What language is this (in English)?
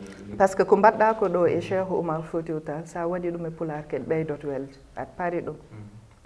Fula